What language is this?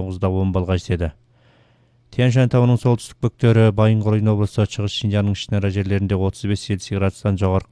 Kazakh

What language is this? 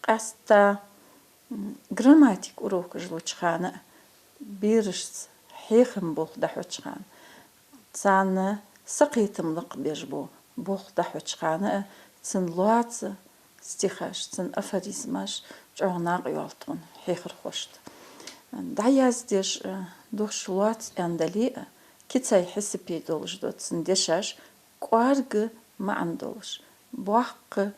Ingush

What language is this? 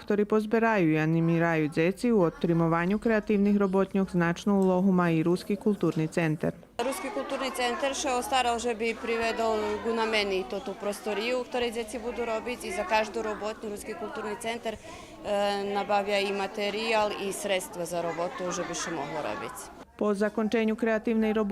Rusyn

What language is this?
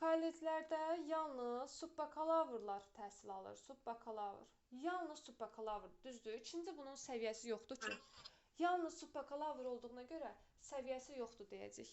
Azerbaijani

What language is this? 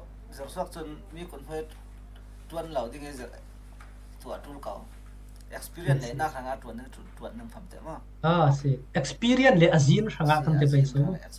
Falam Chin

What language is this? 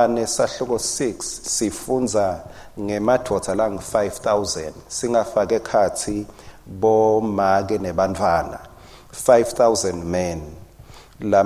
Swati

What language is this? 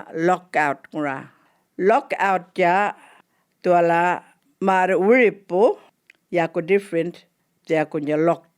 Djambarrpuyngu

